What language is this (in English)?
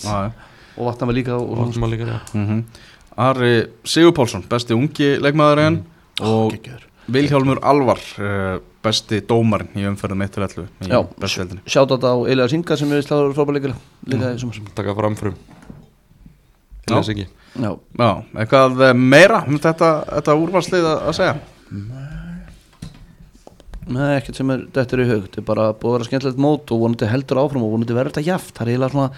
Icelandic